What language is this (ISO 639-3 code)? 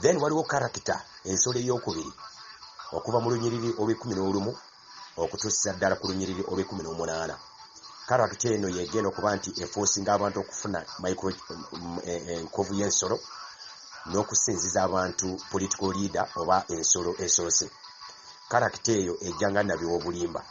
lug